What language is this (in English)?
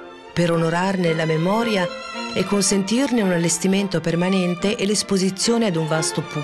Italian